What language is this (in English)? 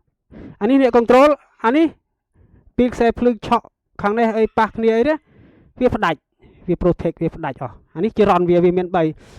Khmer